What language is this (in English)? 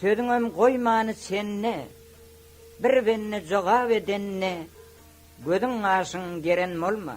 Turkmen